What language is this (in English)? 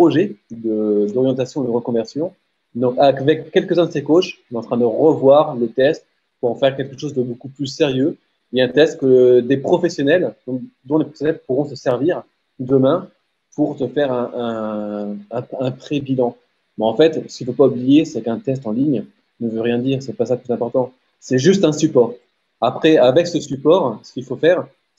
French